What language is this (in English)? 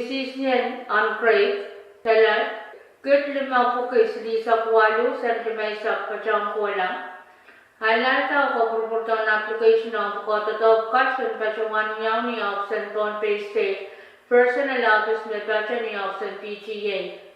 Pohnpeian